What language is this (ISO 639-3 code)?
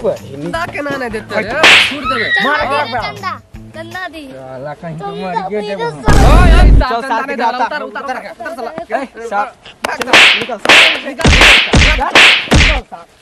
mai